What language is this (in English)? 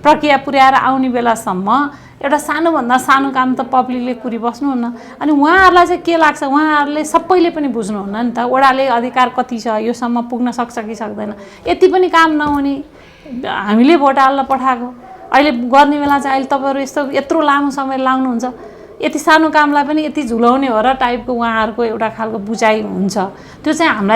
Nepali